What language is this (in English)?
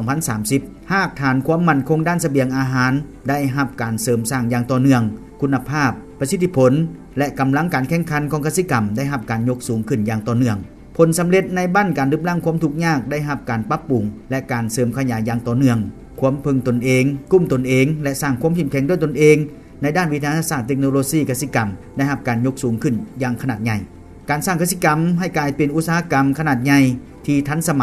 Lao